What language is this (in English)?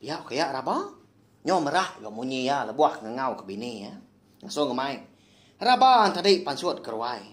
Iban